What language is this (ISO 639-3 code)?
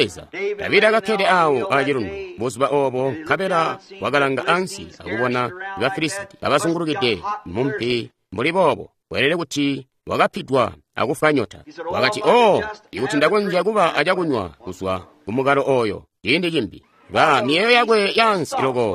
toi